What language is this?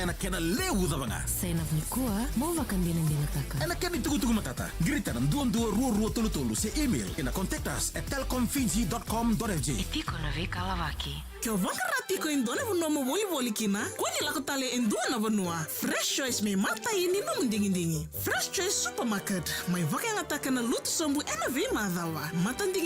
Fijian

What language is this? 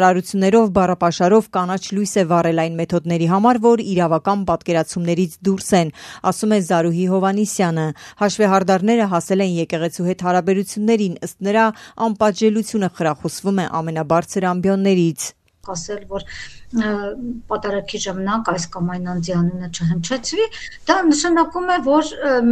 Armenian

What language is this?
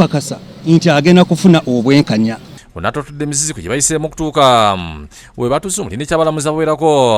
Ganda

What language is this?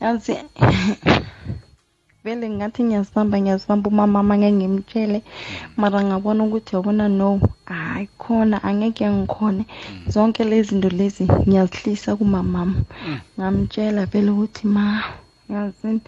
South Ndebele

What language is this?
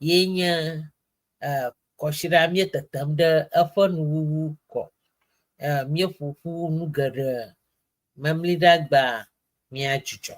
Ewe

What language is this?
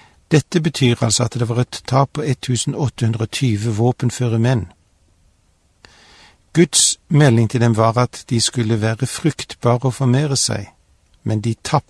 Norwegian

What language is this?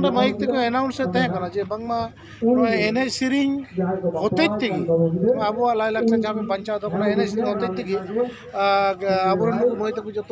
Santali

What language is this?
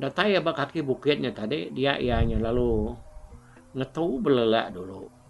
Iban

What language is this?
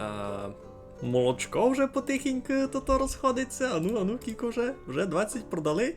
Rusyn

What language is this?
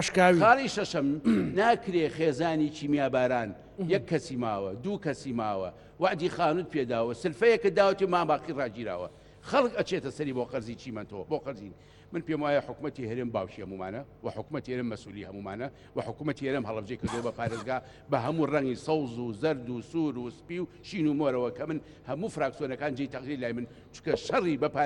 Central Kurdish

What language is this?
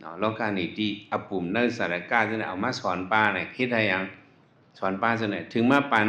Shan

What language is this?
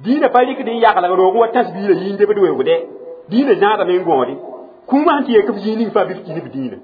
Mossi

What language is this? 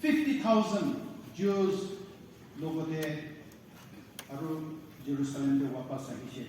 Naga Pidgin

